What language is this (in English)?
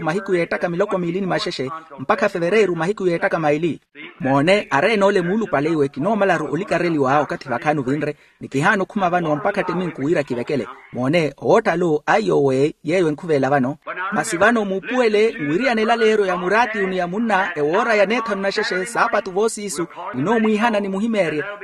Makhuwa